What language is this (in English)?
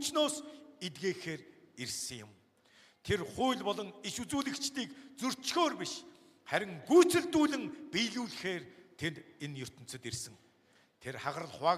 Mongolian